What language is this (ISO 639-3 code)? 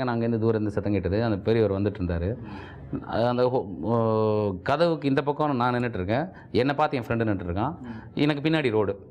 tam